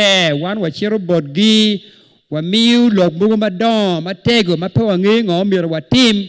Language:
Acoli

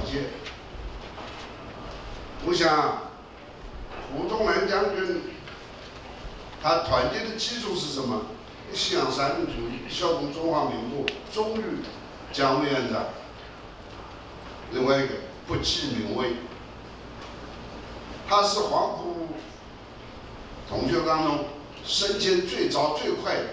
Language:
Chinese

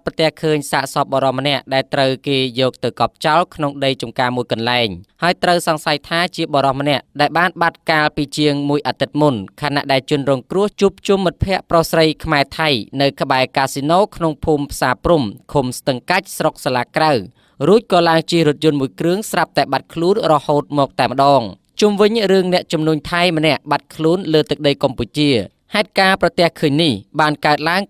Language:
Khmer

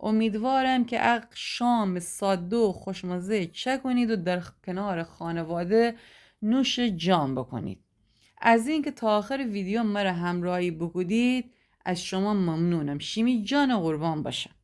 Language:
Gilaki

